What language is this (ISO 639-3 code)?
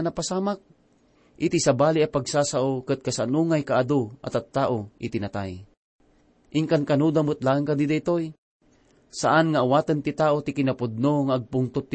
ilo